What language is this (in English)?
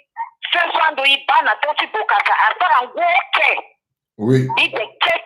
Sango